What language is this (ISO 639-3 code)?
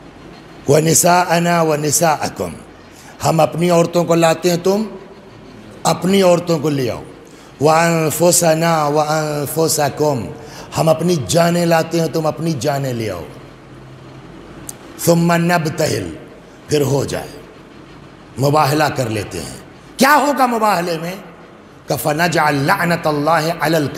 urd